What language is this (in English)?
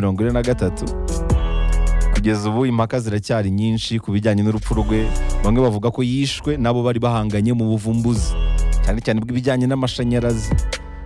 Kinyarwanda